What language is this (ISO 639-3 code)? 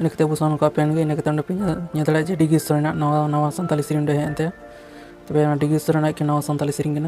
sat